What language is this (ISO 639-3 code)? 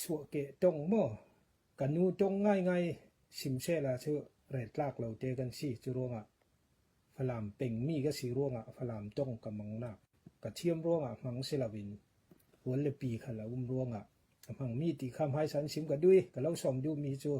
cfm